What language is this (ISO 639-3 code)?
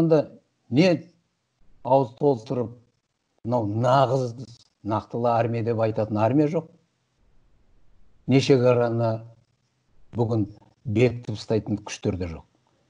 kaz